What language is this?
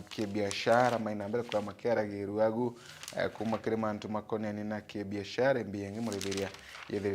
Meru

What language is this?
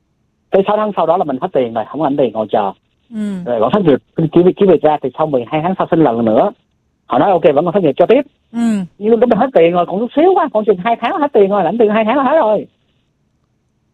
Vietnamese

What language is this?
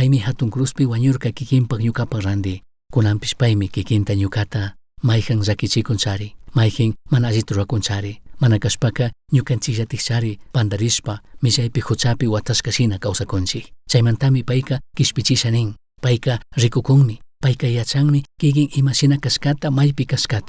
Chimborazo Highland Quichua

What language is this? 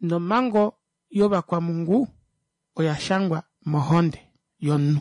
Kuanyama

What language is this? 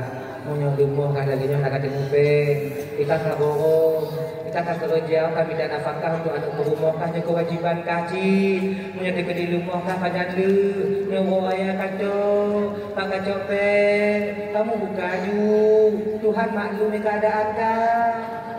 Achinese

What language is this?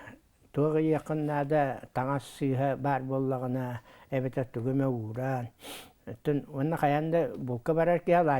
Yakut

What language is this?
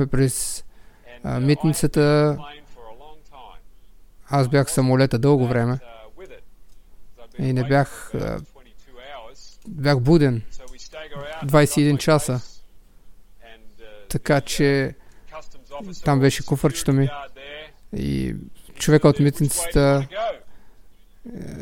Bulgarian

